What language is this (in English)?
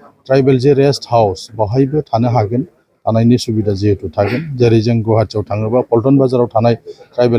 Bodo